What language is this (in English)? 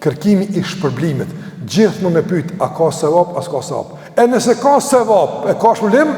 Albanian